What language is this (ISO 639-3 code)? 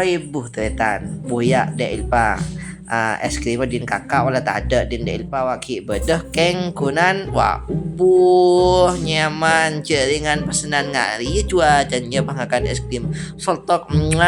mad